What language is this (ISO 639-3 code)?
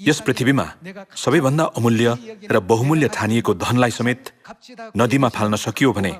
nep